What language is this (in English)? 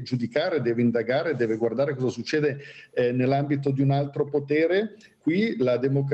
Italian